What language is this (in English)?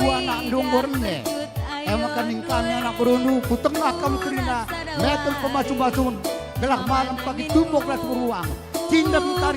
Batak Karo